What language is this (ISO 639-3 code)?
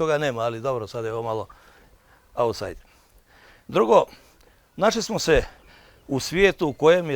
bos